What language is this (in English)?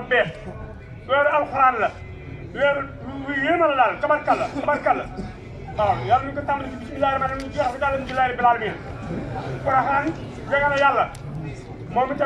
Wolof